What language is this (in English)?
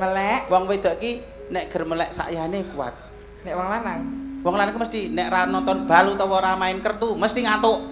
Javanese